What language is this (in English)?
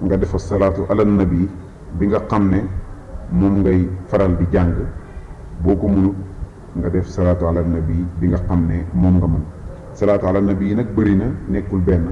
Wolof